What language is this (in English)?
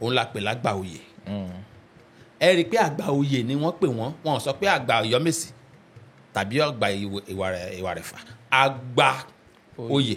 Yoruba